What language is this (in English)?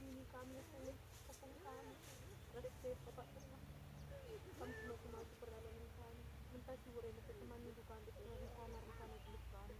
Batak Karo